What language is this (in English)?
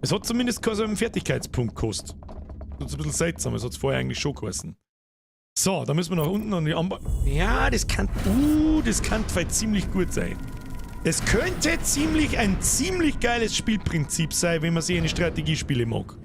Bavarian